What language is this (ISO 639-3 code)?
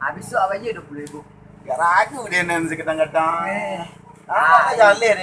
min